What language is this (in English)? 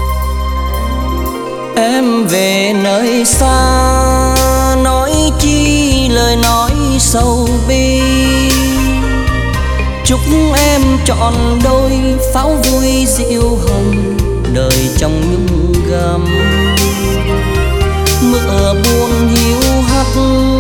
Vietnamese